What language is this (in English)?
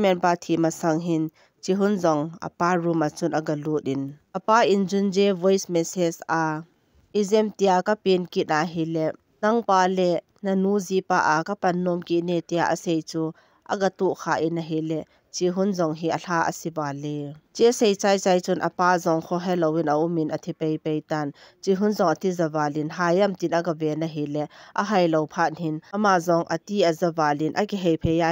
Thado Chin